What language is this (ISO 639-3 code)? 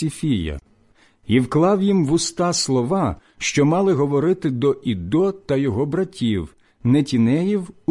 ukr